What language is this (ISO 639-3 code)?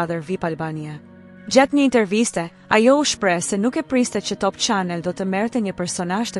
sqi